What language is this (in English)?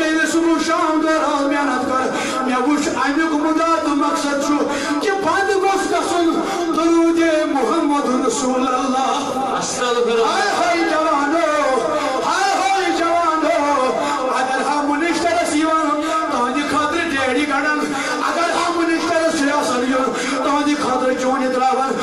Kashmiri